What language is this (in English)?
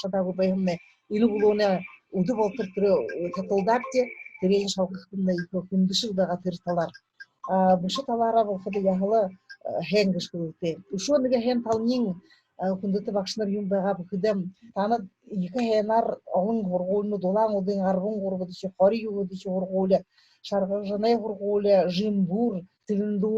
Buriat